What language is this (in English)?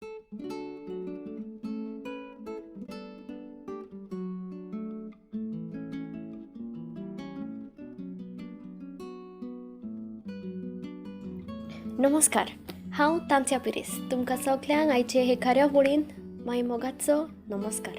Konkani